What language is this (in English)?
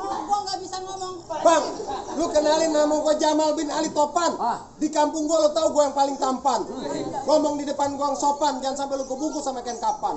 Betawi